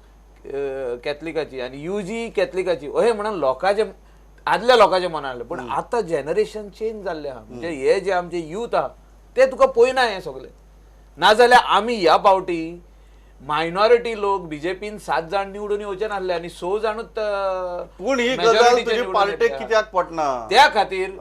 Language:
Konkani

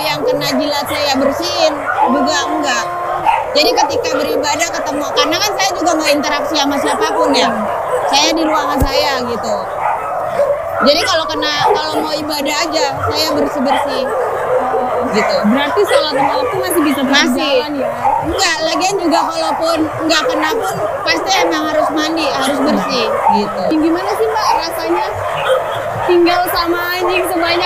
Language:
Indonesian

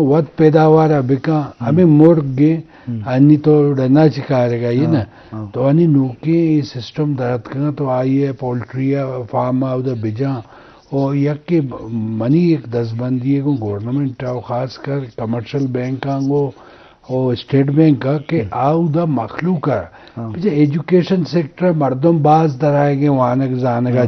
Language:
Eastern Balochi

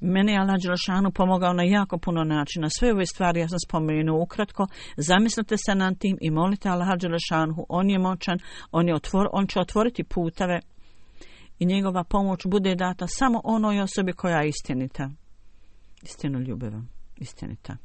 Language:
Bosnian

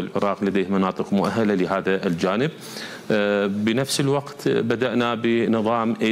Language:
Arabic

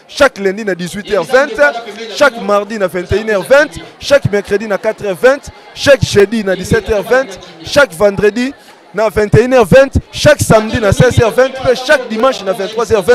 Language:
Lingala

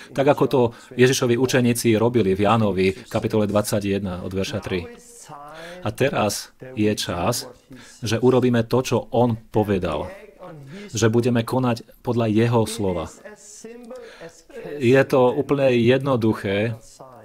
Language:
Slovak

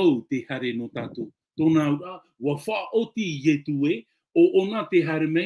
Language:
Tahitian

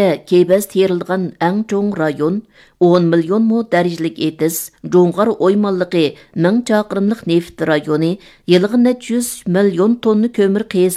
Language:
Uyghur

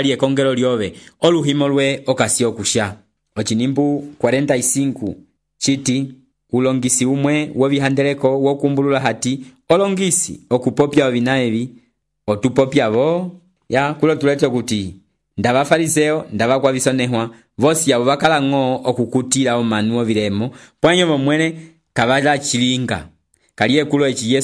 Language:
Umbundu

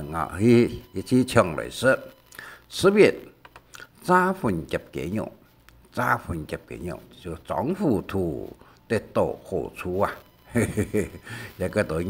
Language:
Hakka Chinese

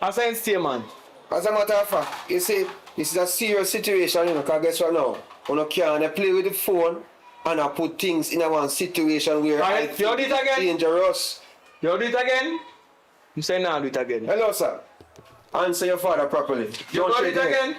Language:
Jamaican Creole English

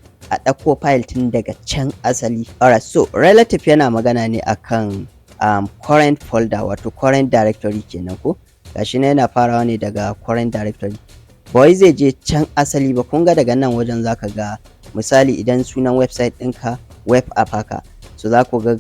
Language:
Hausa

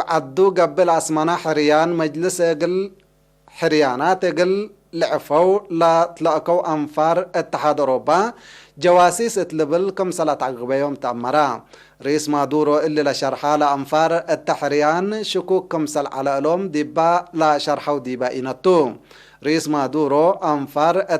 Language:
Tigre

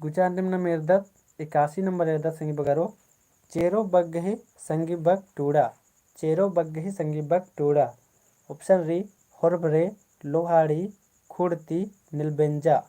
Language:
Kurukh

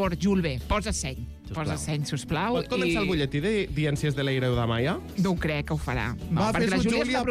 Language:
Catalan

